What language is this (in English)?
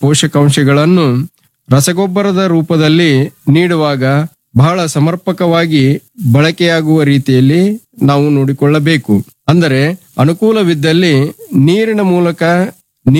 Kannada